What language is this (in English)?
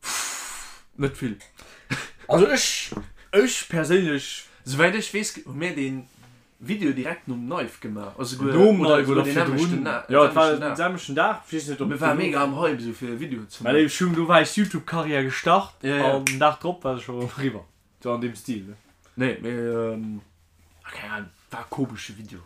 Luxembourgish